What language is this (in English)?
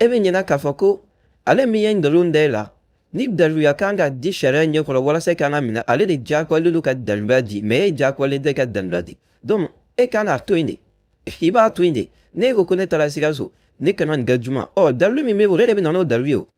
Bambara